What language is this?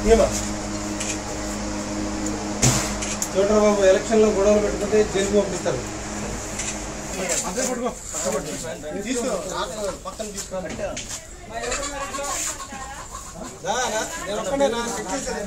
Telugu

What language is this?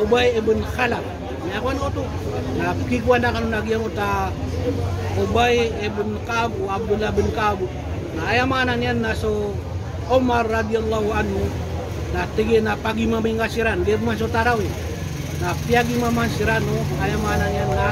Maranao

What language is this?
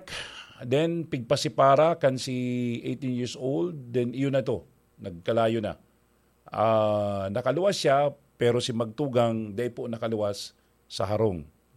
Bikol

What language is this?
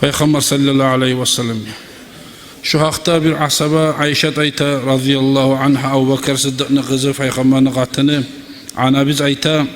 Kumyk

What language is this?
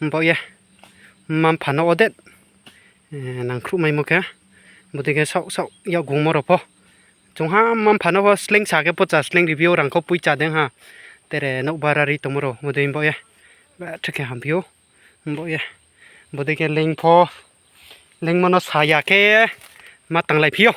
Riang (India)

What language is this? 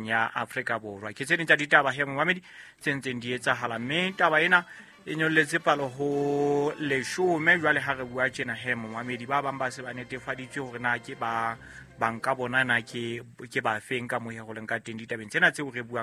Southern Sotho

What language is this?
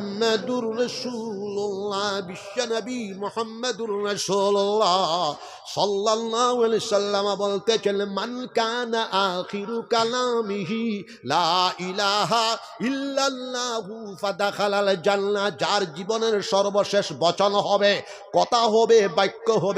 Sylheti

